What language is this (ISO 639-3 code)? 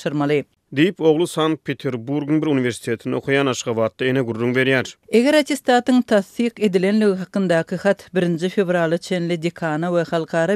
tuk